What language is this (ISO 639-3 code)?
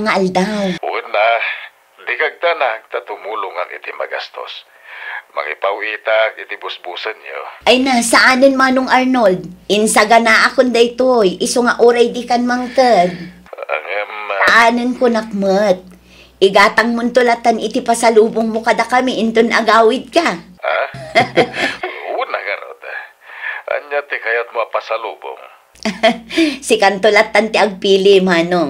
ilo